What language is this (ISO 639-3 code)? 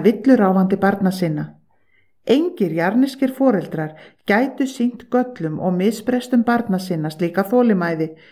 isl